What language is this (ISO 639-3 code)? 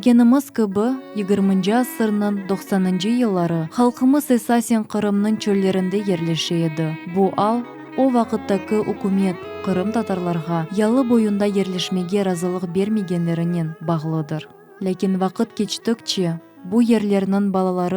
crh